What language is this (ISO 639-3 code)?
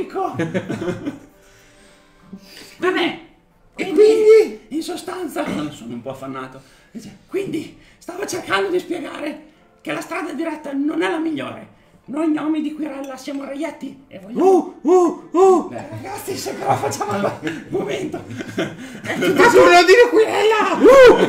ita